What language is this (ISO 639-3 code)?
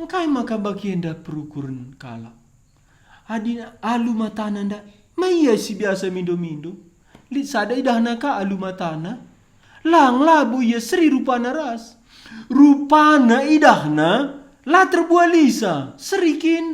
btx